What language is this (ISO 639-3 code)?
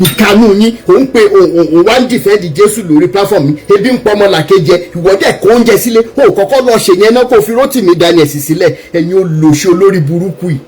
yor